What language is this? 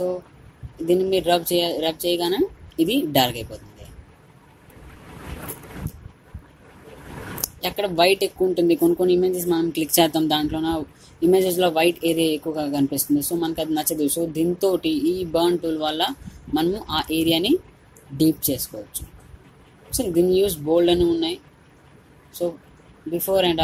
Telugu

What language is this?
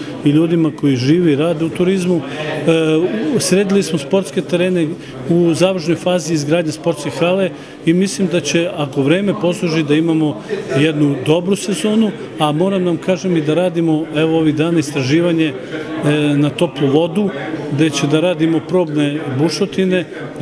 Serbian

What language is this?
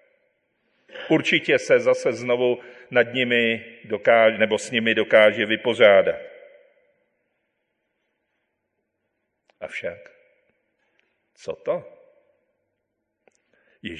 Czech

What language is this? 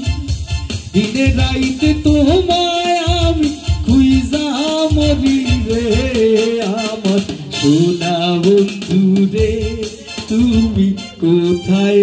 Bangla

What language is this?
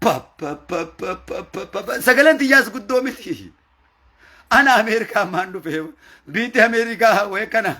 Oromo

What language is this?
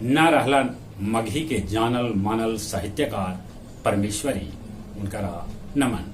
Magahi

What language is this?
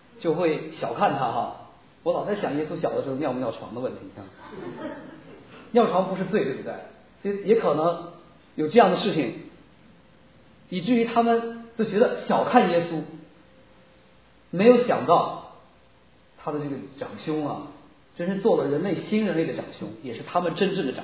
Chinese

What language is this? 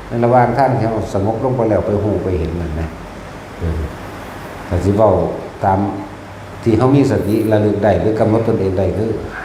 Northeastern Thai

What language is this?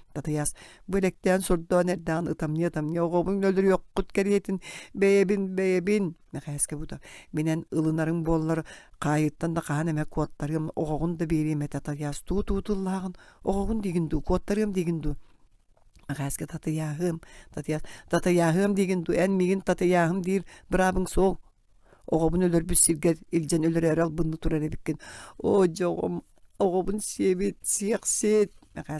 Yakut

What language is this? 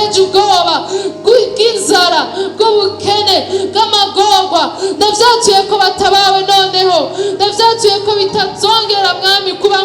Rundi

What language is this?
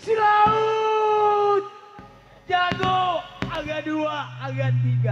Betawi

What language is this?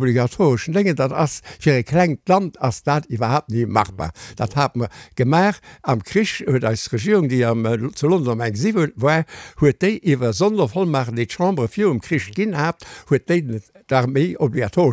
Luxembourgish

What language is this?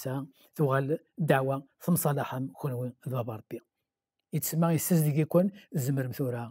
Kabyle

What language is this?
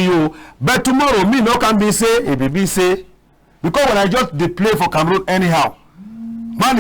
Cameroon Pidgin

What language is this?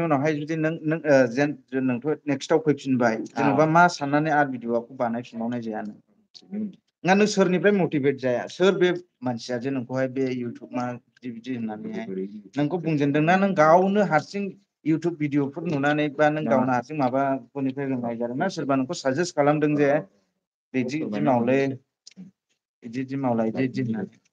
Bodo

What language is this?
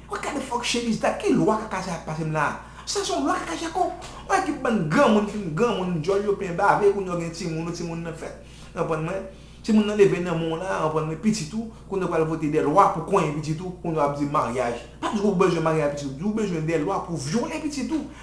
Haitian Creole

